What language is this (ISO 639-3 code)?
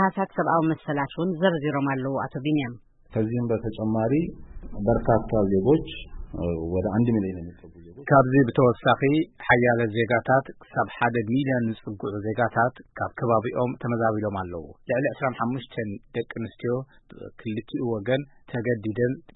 tir